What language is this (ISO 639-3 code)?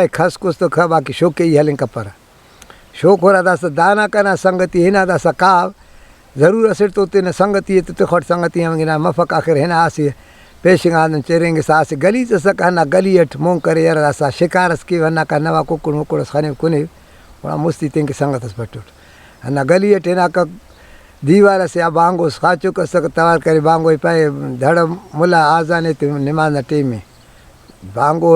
brh